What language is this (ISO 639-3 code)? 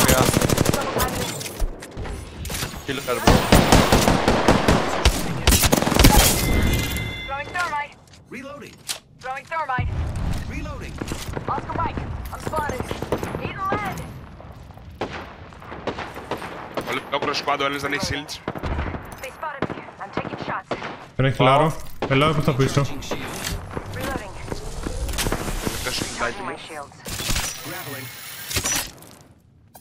ell